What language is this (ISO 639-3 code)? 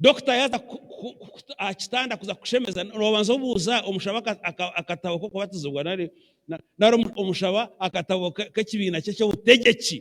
nyn